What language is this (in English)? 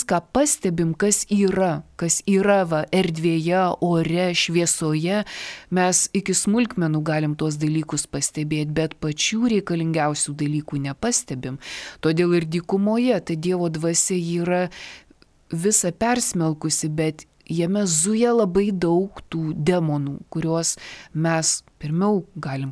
Lithuanian